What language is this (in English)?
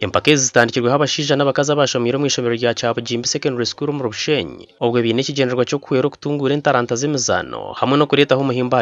Nyankole